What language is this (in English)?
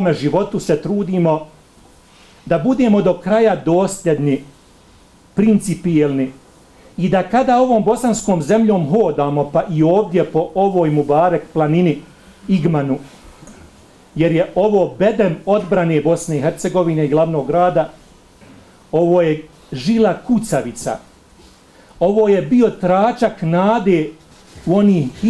Bosnian